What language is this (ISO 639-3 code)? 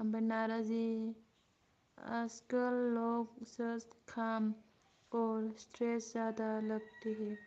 brx